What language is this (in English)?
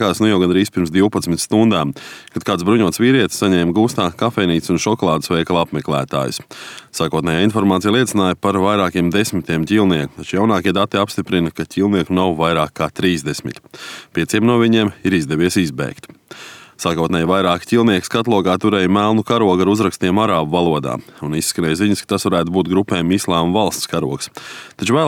Latvian